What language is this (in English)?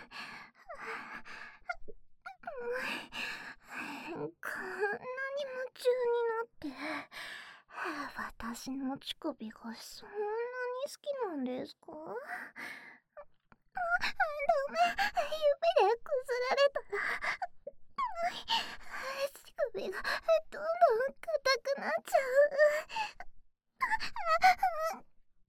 Japanese